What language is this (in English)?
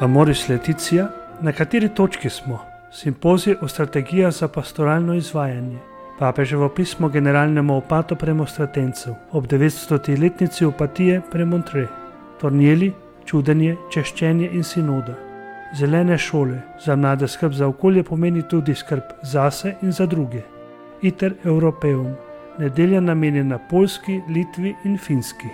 Slovenian